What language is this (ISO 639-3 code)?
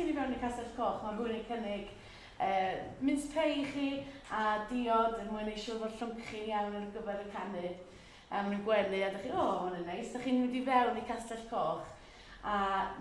cym